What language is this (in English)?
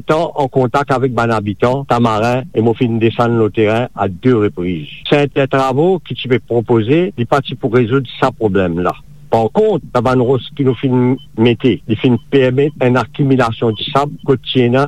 Morisyen